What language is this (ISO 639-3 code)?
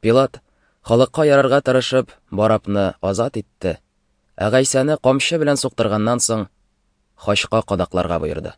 tat